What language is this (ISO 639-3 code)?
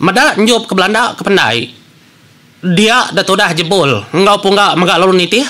iba